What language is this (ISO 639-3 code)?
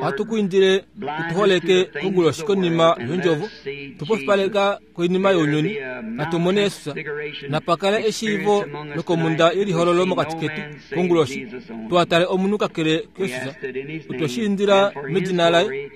kua